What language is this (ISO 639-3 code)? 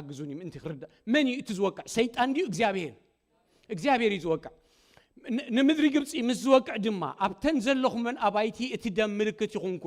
tir